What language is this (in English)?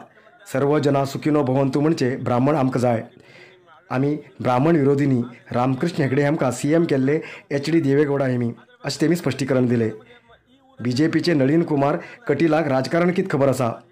Konkani